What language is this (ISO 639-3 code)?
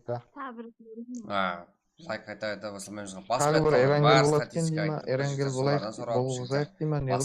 kaa